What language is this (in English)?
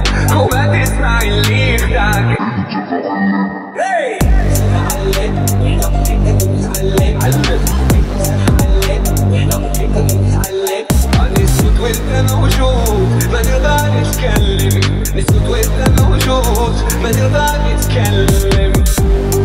Moroccan Arabic